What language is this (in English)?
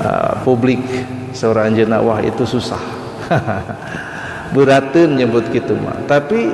Sundanese